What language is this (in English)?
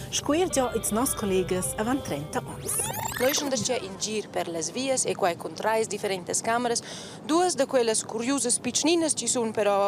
Romansh